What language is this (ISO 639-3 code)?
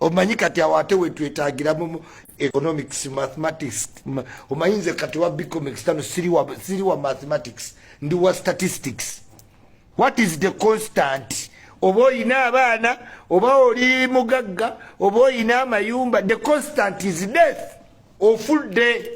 lug